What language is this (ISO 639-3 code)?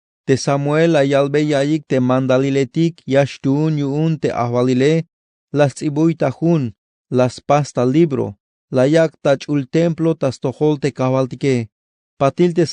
tzh